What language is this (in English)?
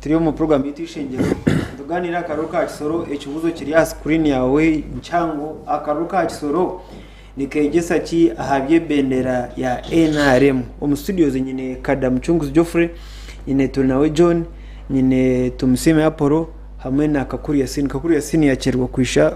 Nyankole